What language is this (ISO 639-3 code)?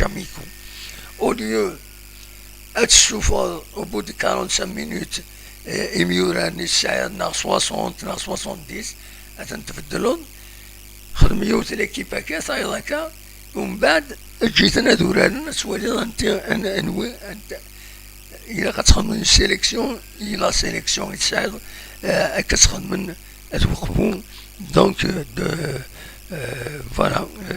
kab